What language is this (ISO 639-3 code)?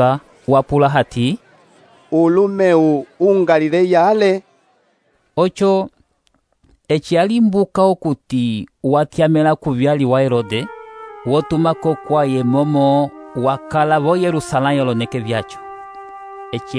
umb